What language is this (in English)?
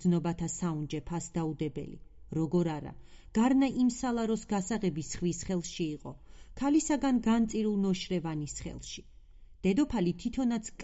Georgian